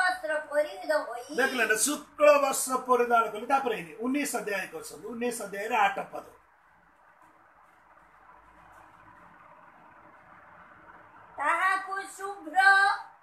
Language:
Odia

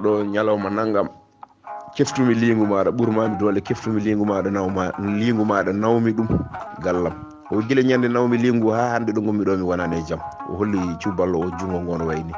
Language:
Fula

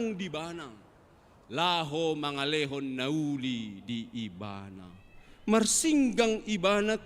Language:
Batak Toba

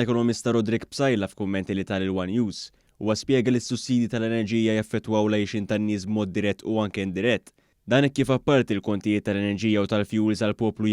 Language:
Maltese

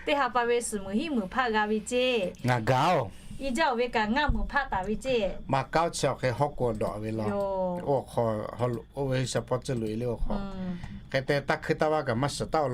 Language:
Lahu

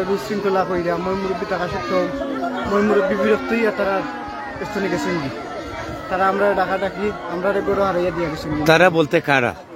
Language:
Sylheti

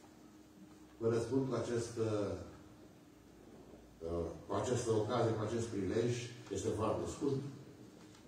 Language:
Romanian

